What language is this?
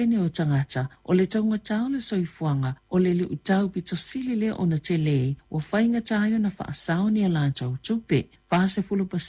Samoan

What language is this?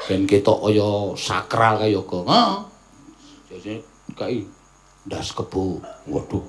Javanese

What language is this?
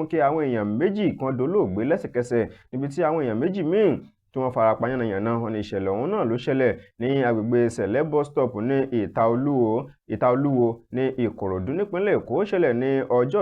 Yoruba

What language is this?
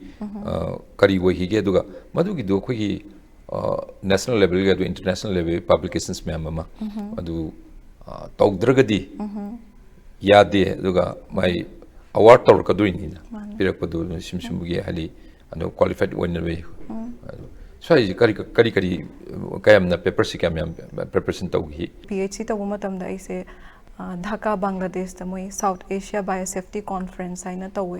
Manipuri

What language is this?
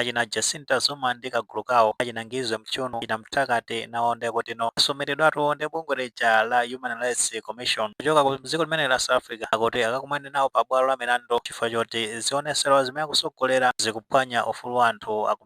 Nyanja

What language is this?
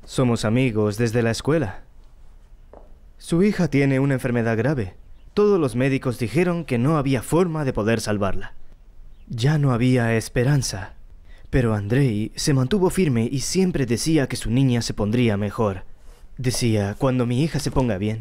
Spanish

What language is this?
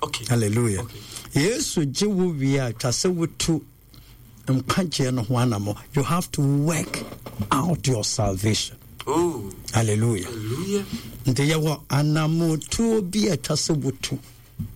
Akan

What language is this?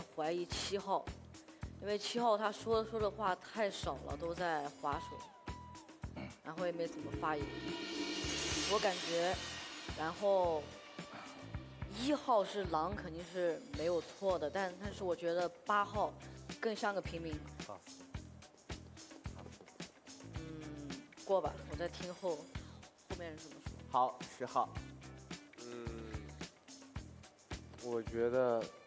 Chinese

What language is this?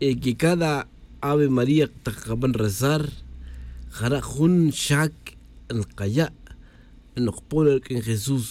Tz'utujil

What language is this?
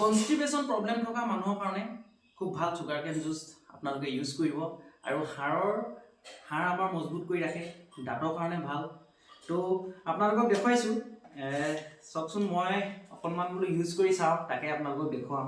Assamese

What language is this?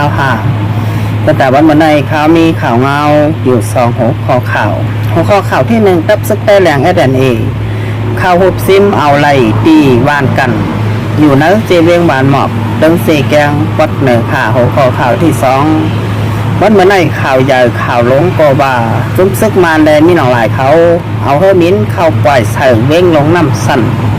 Shan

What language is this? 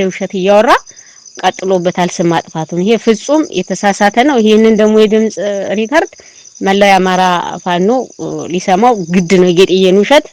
Amharic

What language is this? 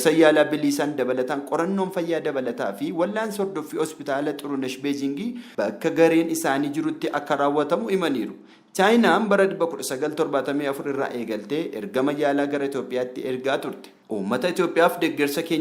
Oromo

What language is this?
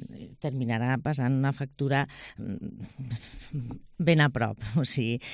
Catalan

